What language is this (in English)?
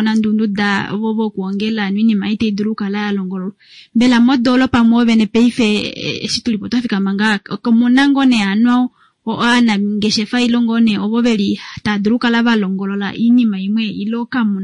Kuanyama